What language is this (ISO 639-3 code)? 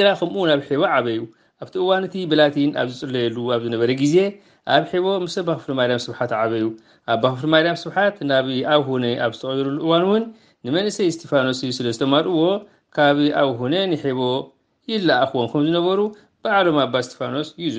tir